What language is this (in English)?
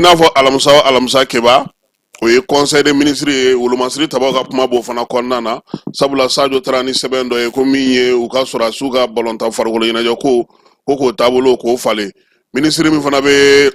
Bambara